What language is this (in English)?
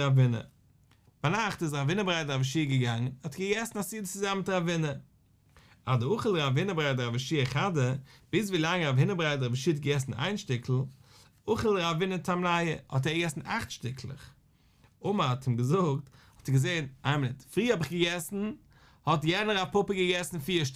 Yiddish